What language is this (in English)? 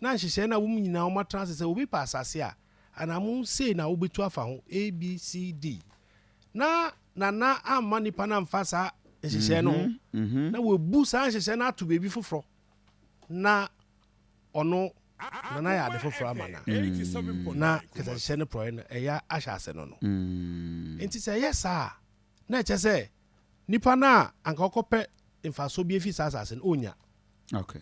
Akan